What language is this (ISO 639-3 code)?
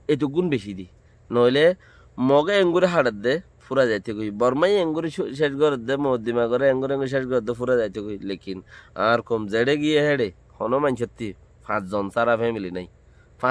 rhg